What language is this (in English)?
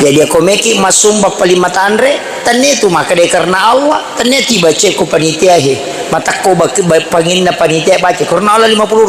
Buginese